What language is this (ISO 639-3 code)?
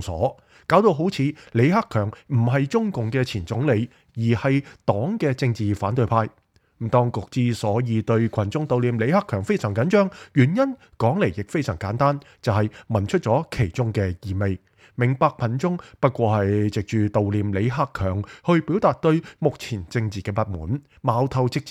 yue